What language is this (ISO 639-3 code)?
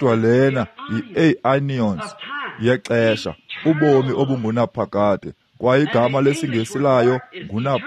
xho